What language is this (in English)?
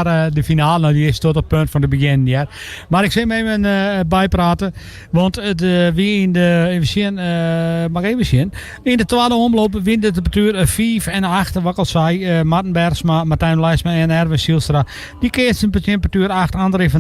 Western Frisian